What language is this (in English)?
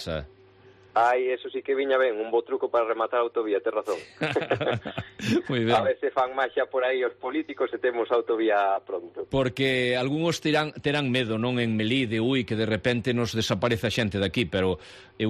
Galician